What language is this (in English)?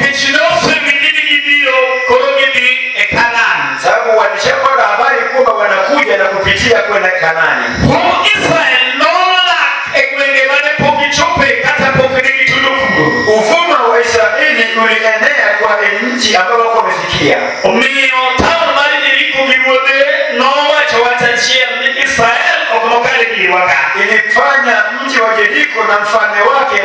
Luo (Kenya and Tanzania)